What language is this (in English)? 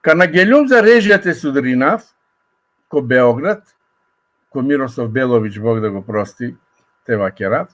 Balkan Romani